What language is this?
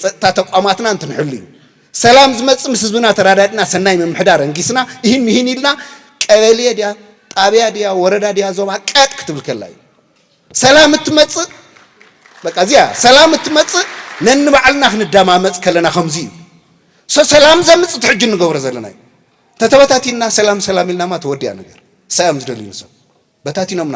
Tigrinya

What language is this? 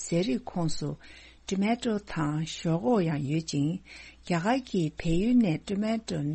Tibetan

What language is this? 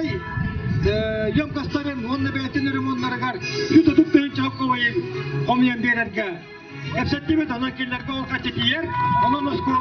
Yakut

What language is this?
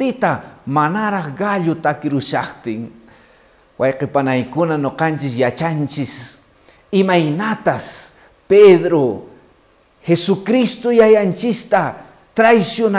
Quechua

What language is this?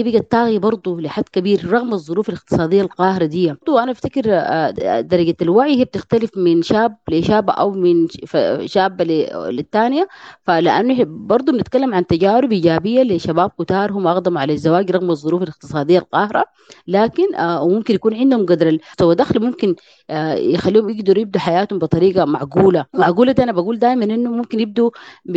Sudanese Arabic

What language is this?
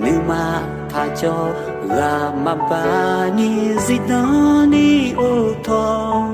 Akha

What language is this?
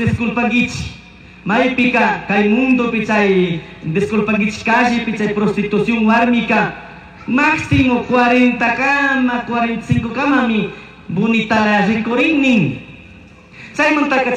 Chimborazo Highland Quichua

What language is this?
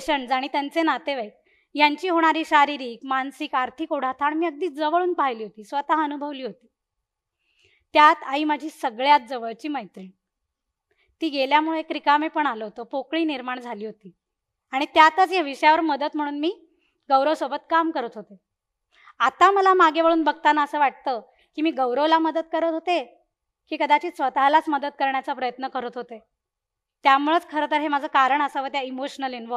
Marathi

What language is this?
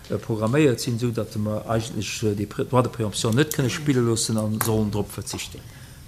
Luxembourgish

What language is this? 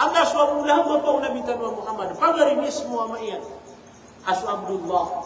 Maranao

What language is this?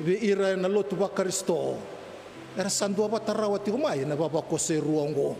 Fijian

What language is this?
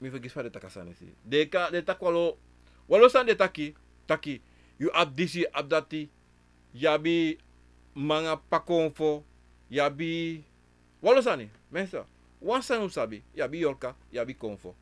Sranan Tongo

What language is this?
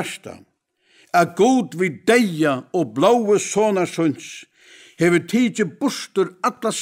Faroese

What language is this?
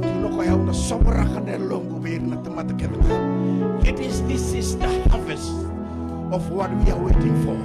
Fijian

